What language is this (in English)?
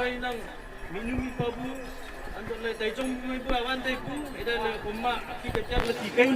Wancho Naga